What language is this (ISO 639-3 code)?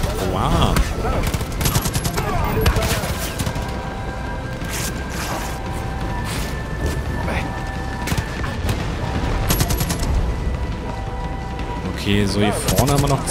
deu